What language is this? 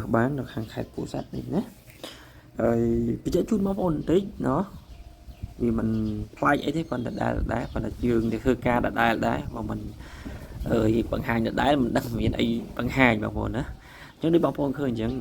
Khmer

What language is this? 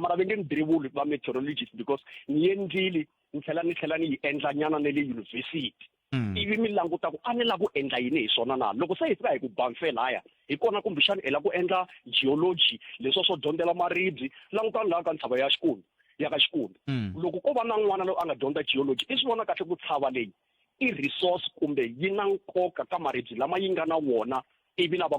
Tsonga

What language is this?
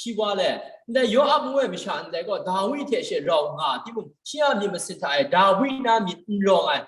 Kachin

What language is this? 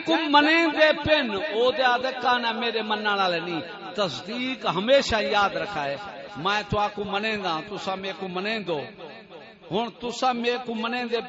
Saraiki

